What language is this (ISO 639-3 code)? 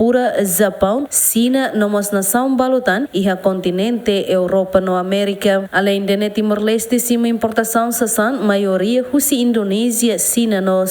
tet